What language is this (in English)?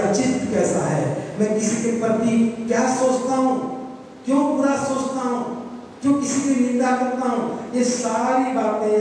Hindi